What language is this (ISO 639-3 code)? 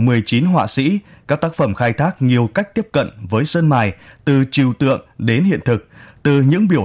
vie